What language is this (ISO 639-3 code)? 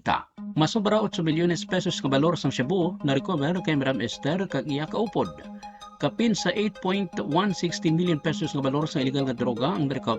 hil